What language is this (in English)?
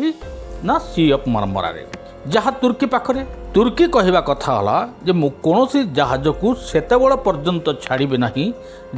Odia